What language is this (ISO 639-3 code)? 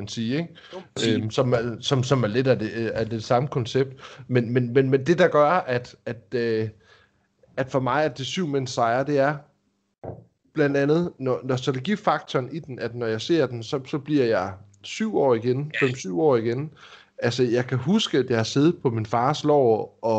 dan